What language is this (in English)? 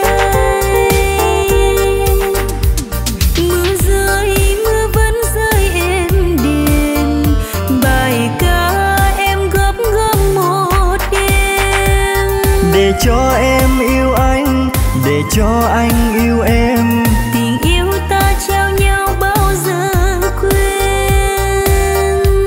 Vietnamese